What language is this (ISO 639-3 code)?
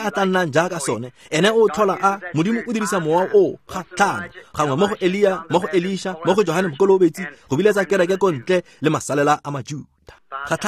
tsn